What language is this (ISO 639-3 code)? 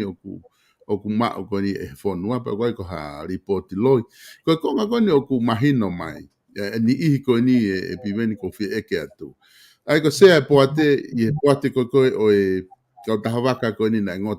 ton